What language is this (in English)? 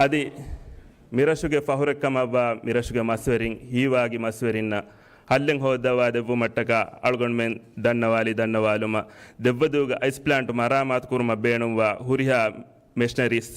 Divehi